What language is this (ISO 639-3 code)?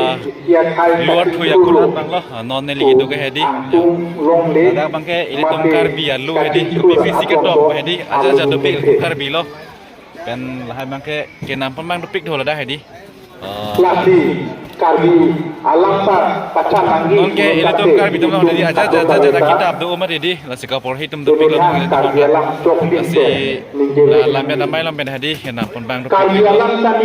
mjw